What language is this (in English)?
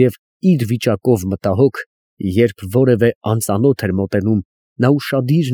Armenian